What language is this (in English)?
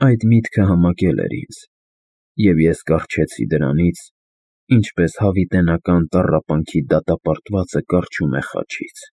Armenian